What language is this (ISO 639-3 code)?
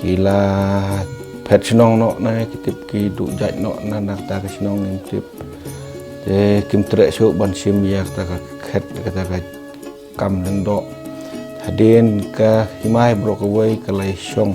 kha